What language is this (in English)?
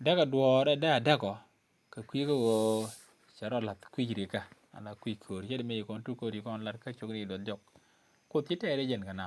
Nuer